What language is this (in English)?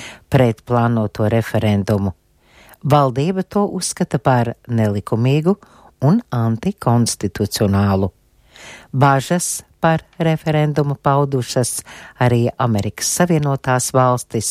Latvian